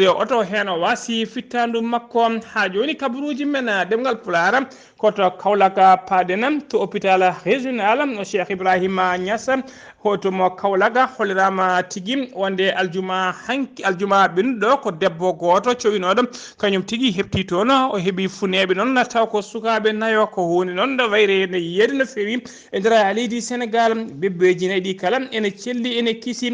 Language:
Fula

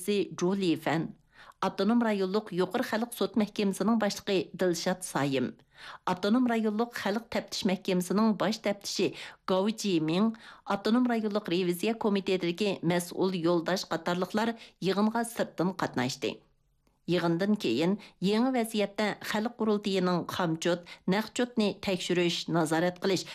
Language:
Uyghur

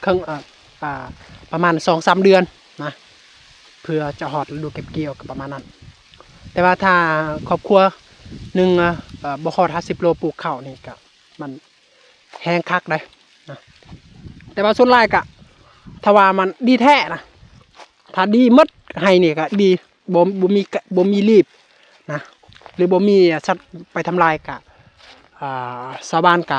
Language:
Lao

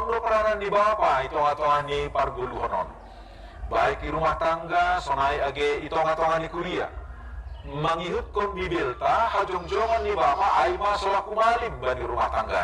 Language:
Batak Simalungun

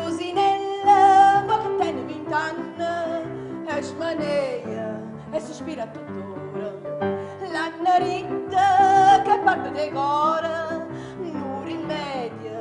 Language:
Neapolitan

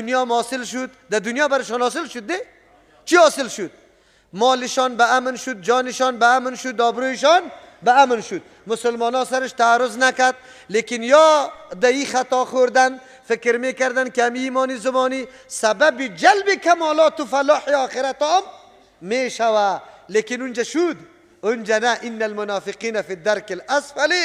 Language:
Persian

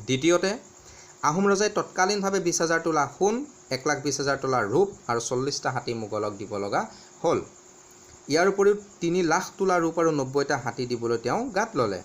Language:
Assamese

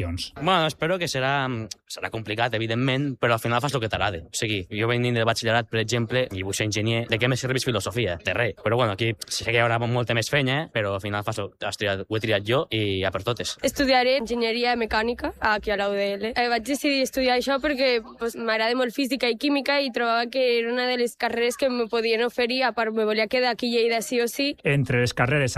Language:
Catalan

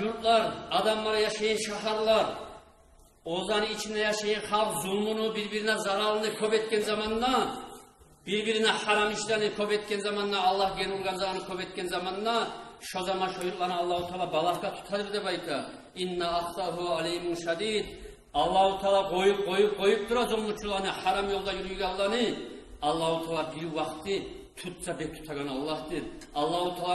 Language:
Kumyk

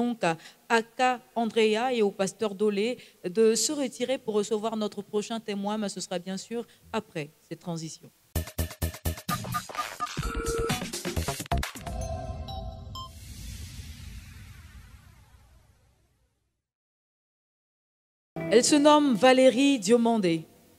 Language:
French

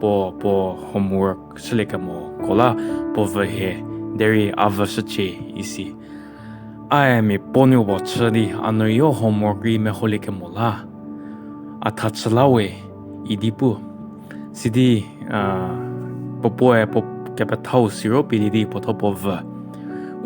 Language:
Angami Naga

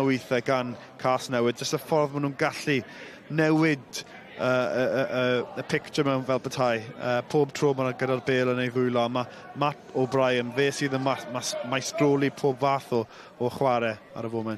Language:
Welsh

